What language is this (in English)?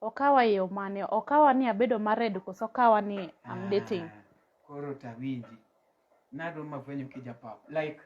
Luo (Kenya and Tanzania)